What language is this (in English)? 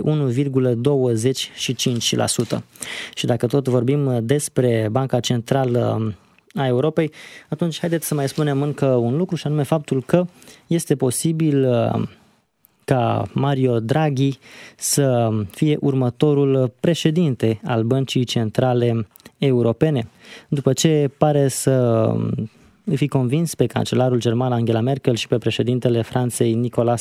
Romanian